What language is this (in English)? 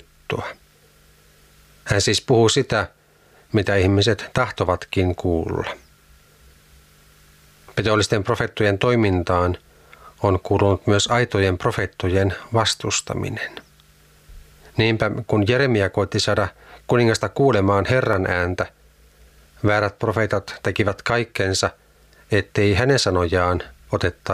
Finnish